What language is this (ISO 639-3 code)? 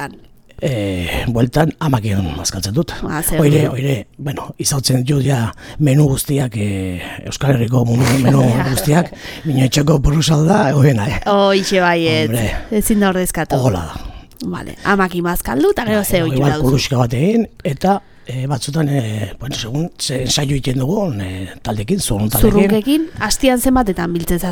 eus